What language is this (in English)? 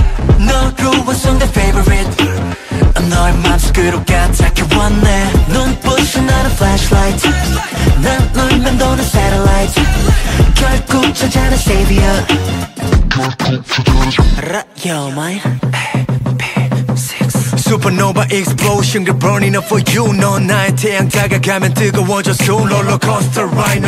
Korean